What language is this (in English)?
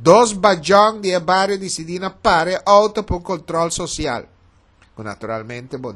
Papiamento